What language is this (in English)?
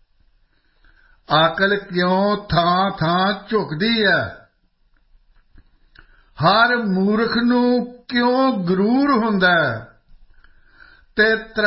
Punjabi